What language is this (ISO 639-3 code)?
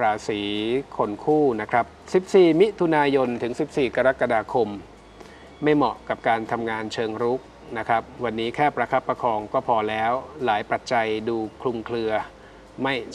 tha